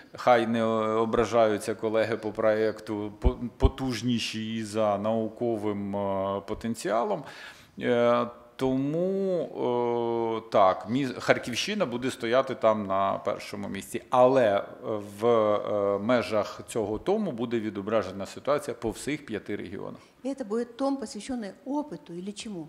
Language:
Ukrainian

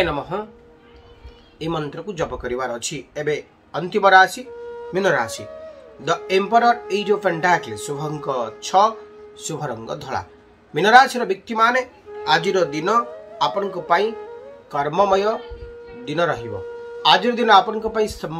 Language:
Odia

